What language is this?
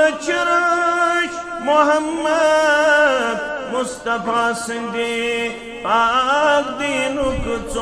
Kashmiri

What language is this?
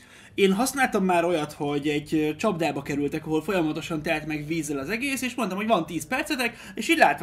Hungarian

